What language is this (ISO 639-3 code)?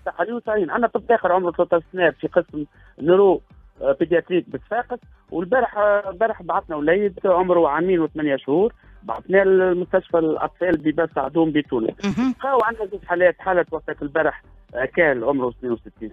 aeb